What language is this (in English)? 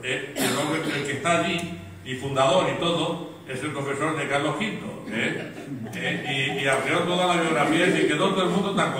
Spanish